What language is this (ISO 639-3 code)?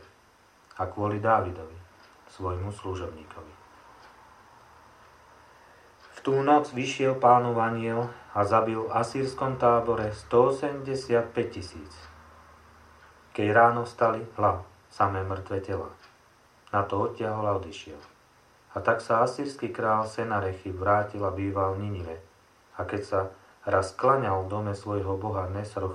slk